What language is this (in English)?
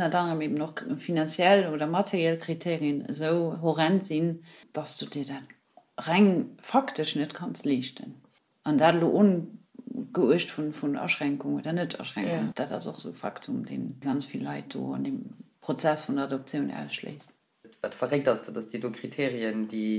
Luxembourgish